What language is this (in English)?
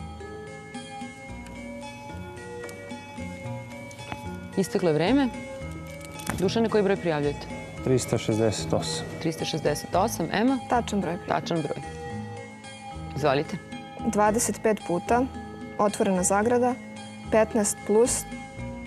Serbian